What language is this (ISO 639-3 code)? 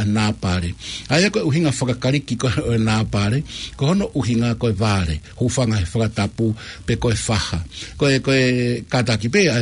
ton